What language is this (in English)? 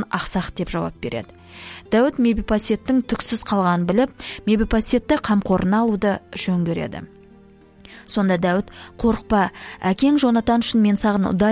Kazakh